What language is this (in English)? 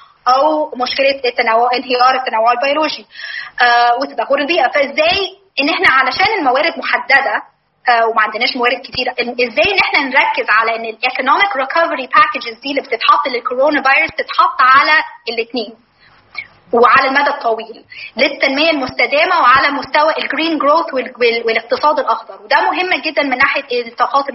Egyptian Arabic